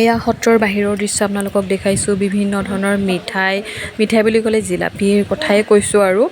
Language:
Assamese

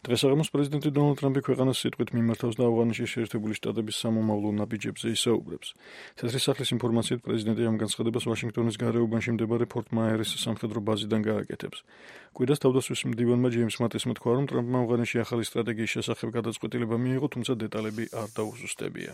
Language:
Georgian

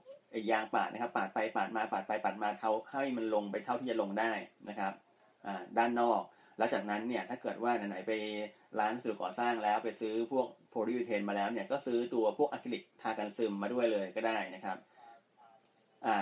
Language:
Thai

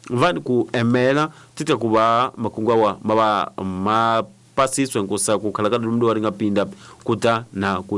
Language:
Tsonga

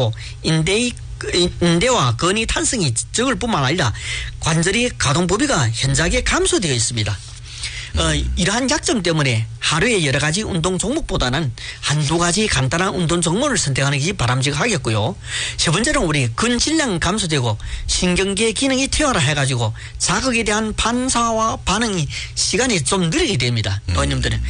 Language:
Korean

